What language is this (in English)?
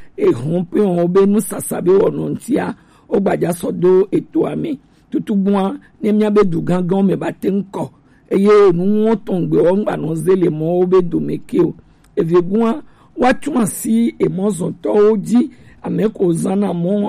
Gen